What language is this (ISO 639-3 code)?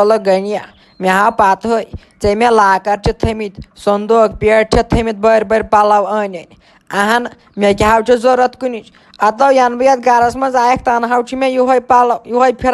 kas